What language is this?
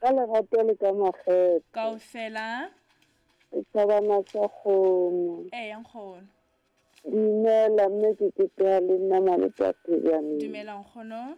Southern Sotho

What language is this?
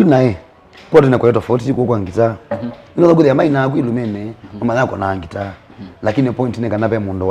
Kamba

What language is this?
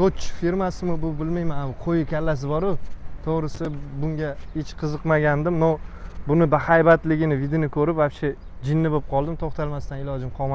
Uzbek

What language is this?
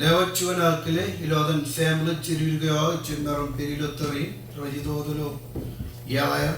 Marshallese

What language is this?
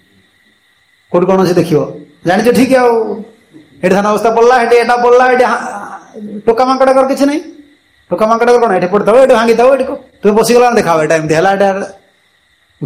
Odia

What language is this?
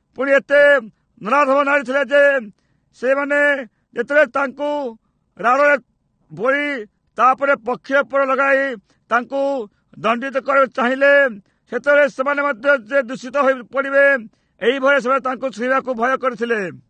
Odia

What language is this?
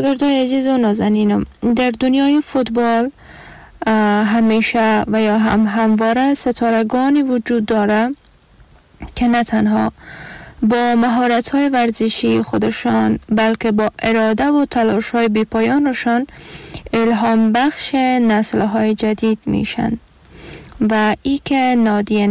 Persian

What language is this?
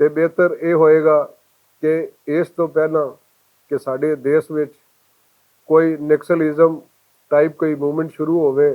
Western Panjabi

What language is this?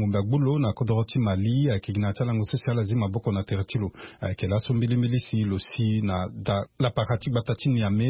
Sango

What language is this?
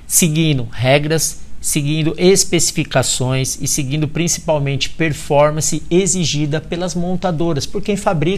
Portuguese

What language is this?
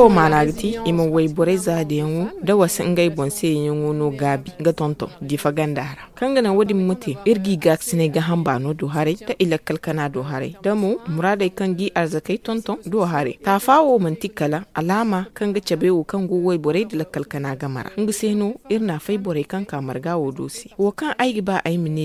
Zarma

